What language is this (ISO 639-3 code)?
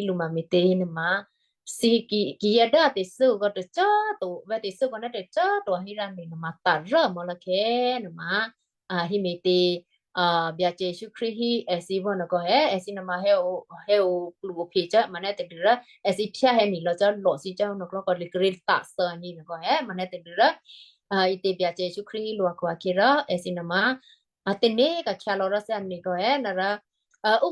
kyu